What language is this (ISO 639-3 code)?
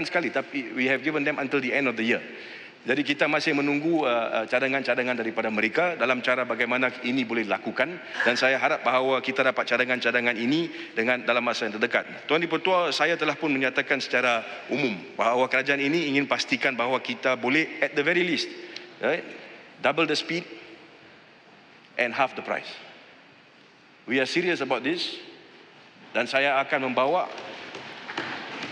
msa